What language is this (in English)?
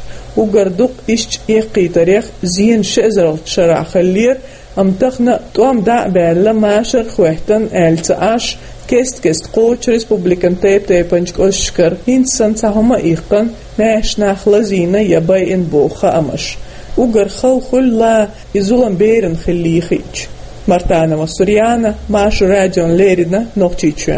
Chechen